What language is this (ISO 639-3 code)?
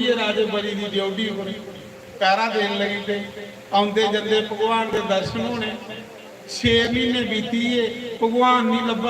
doi